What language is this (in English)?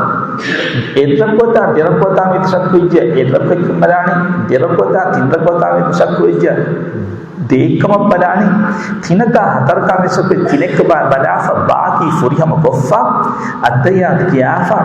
Divehi